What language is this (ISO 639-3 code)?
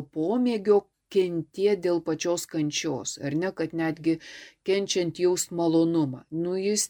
lit